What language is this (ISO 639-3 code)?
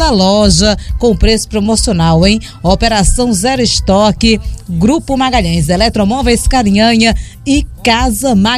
por